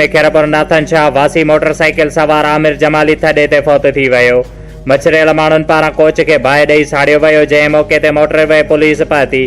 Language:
Sindhi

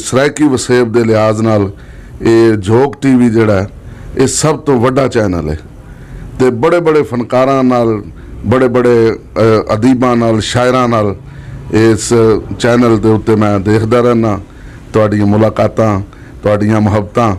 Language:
Western Panjabi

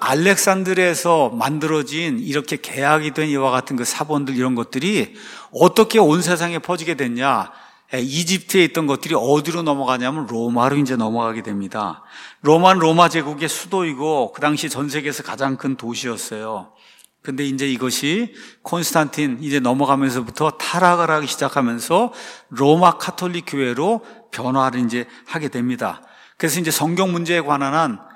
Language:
Korean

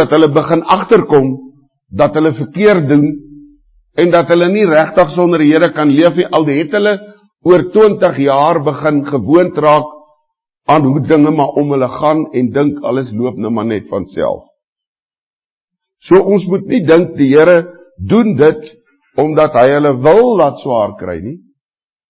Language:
Afrikaans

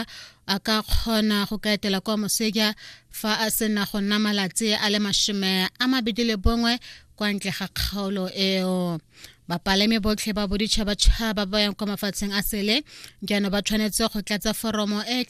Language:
Tswana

